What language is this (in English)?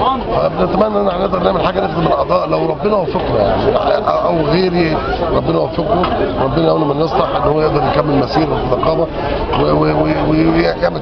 Egyptian Arabic